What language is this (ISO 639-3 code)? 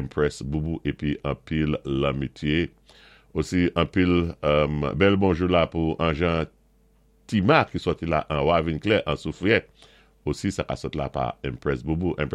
acf